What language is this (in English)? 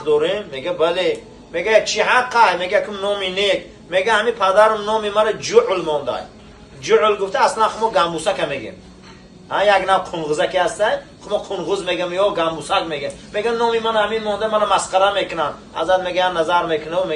Tajik